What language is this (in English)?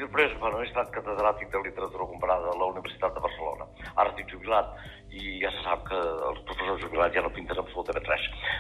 Catalan